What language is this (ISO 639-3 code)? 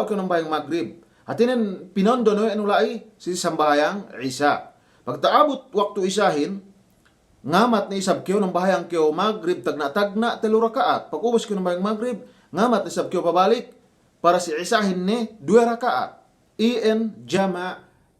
yka